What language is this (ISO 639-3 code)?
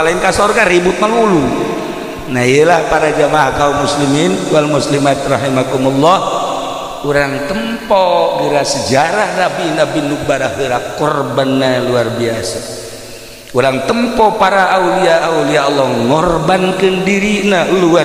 sun